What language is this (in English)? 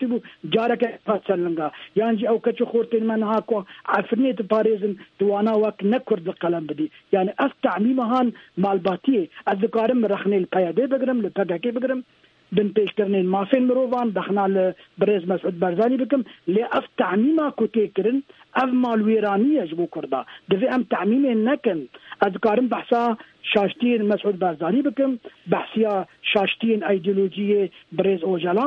Kurdish